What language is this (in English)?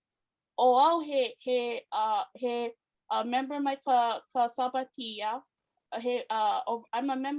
Hawaiian